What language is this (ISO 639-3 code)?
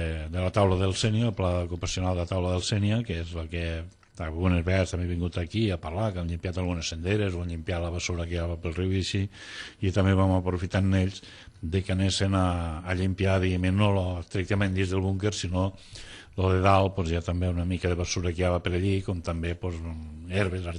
cat